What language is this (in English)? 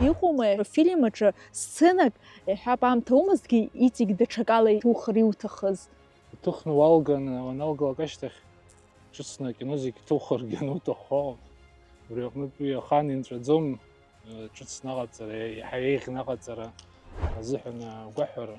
Abkhazian